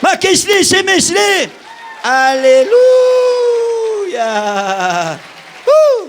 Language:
South Bolivian Quechua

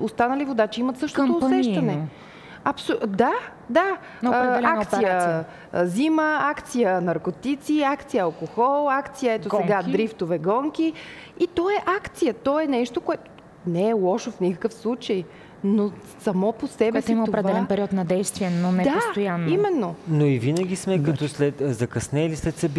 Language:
Bulgarian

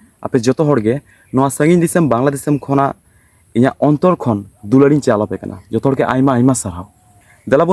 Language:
Santali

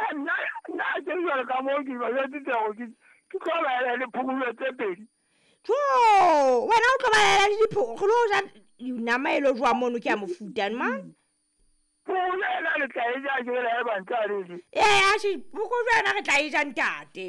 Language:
Southern Sotho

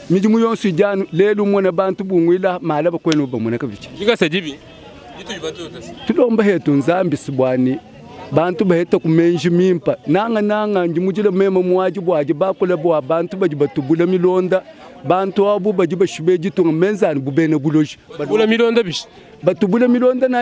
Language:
Luba-Lulua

